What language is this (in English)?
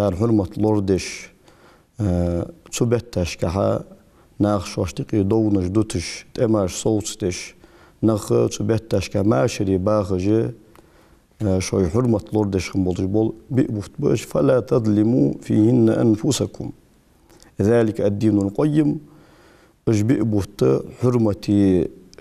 Ingush